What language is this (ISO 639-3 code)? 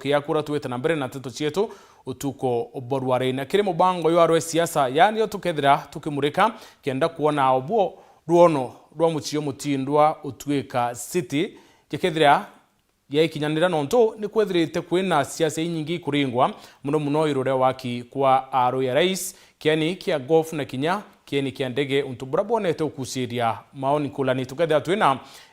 mer